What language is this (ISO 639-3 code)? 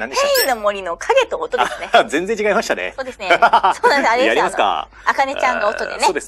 jpn